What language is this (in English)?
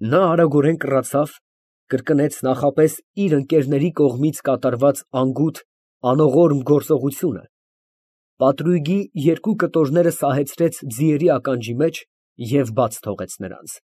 Armenian